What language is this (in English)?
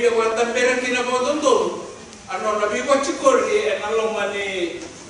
Fijian